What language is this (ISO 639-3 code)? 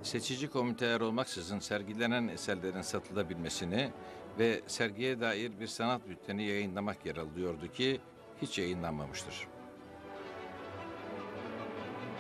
tur